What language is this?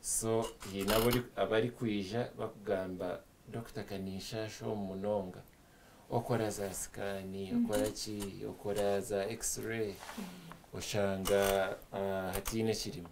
Nyankole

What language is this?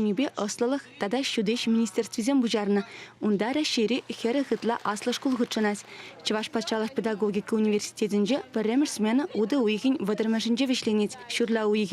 Chuvash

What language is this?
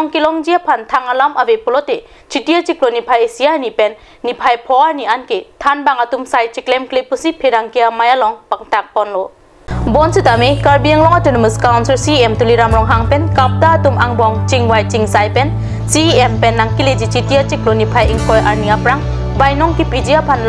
Karbi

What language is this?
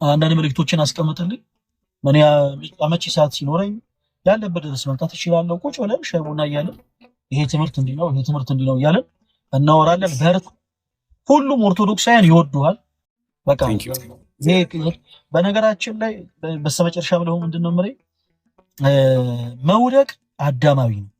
Amharic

